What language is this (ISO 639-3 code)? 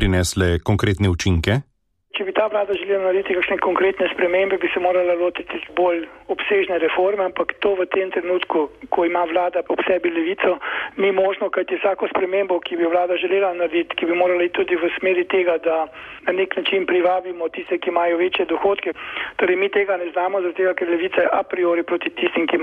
slv